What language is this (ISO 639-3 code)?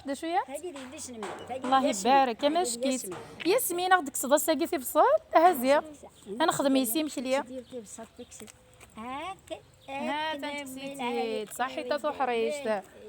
kab